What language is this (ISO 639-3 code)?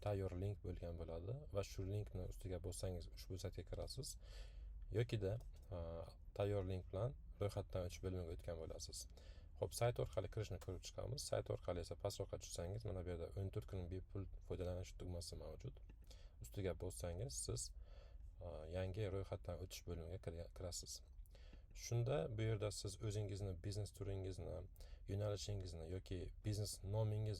uzb